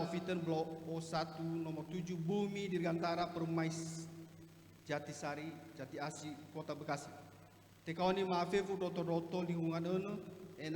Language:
Nias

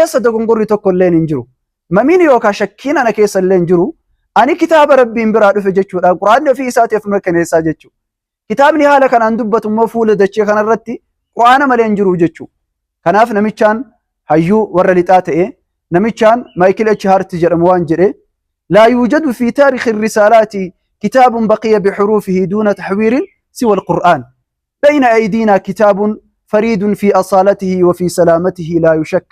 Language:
Oromo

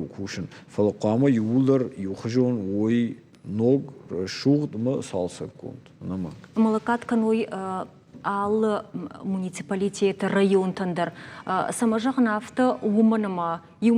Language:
Ossetic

